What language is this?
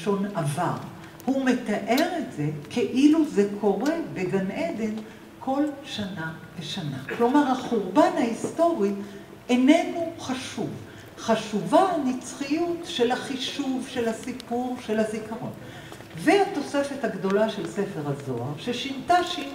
Hebrew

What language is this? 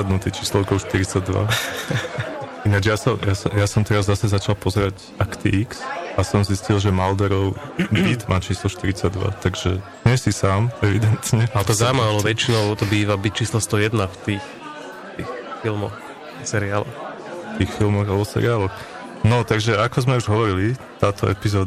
Slovak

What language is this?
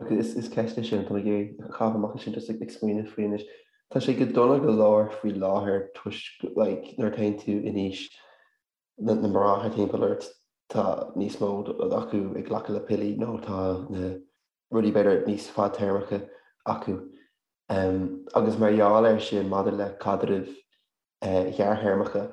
Irish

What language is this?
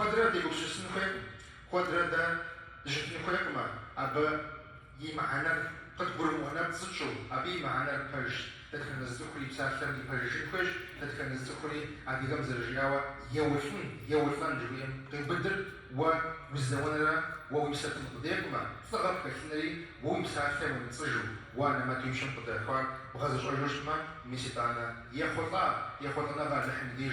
Kabardian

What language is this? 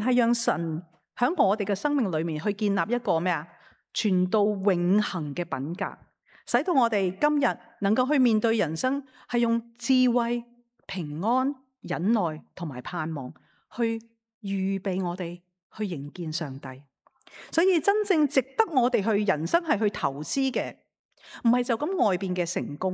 Cantonese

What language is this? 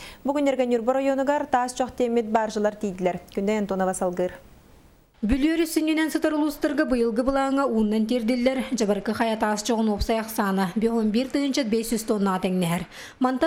Yakut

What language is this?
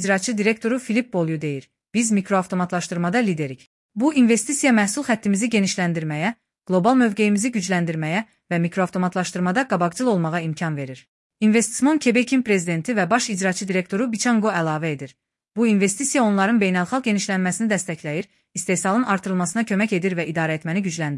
Azerbaijani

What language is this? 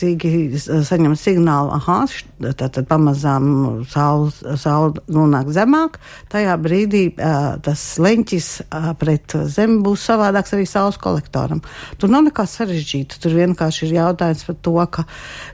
Latvian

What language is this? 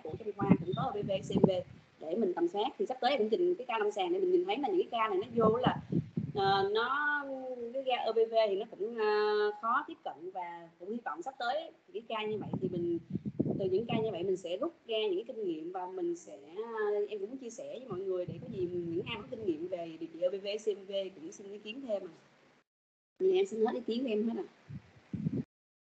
Vietnamese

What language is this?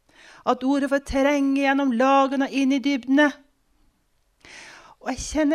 Norwegian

